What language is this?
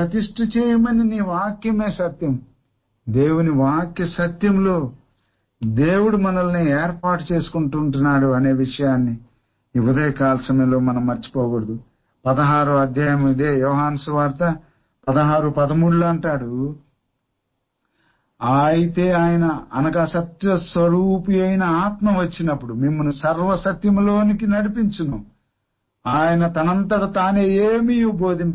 Telugu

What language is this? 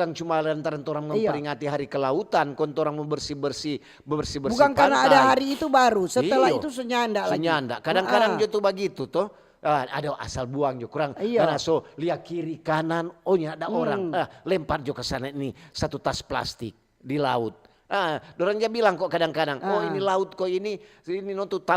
Manado Malay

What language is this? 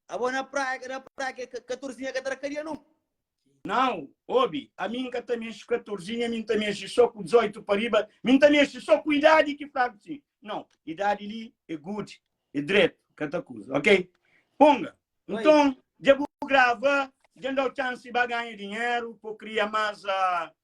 Kabuverdianu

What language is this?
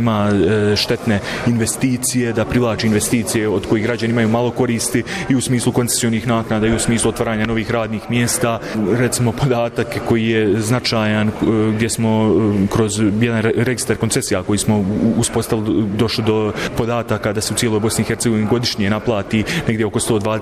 Bosnian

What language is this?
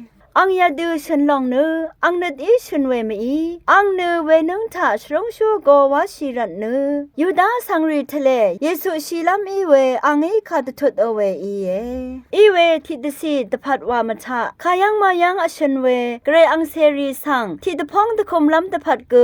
Rawang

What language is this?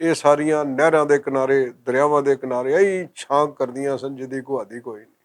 Western Panjabi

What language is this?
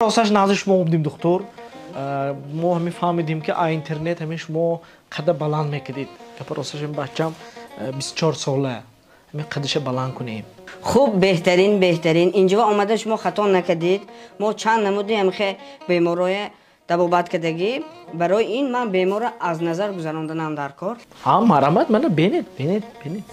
Tajik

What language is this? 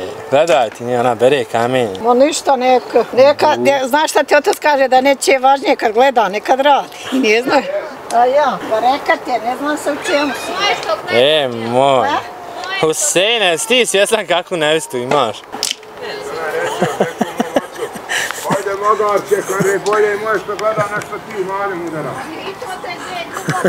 Bosnian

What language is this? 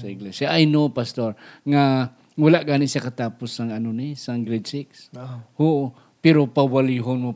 Hiligaynon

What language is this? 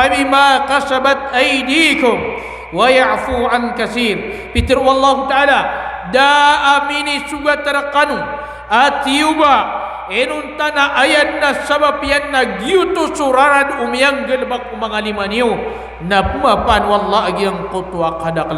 Maranao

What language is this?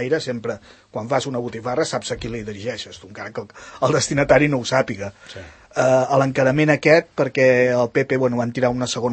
Catalan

